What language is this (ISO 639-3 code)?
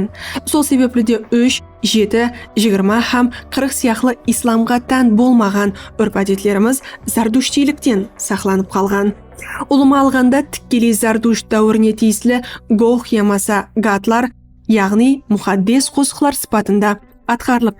kaa